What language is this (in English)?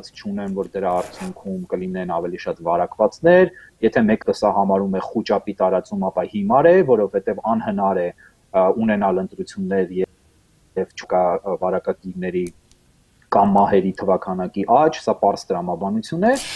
Armenian